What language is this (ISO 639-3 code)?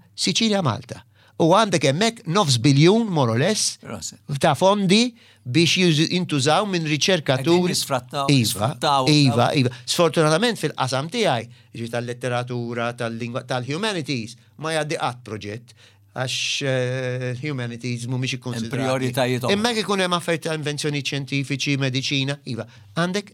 mlt